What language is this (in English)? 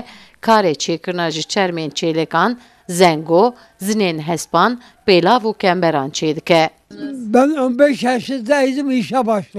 Kurdish